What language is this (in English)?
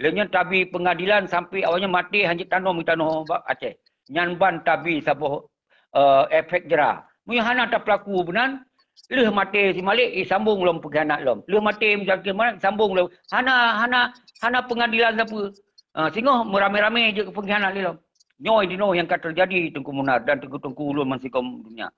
Achinese